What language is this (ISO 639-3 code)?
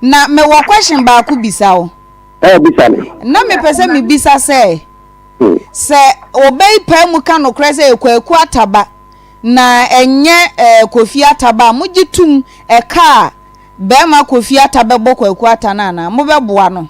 aka